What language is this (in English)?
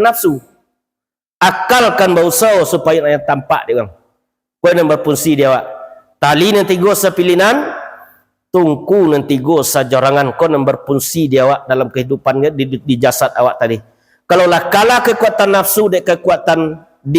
Minangkabau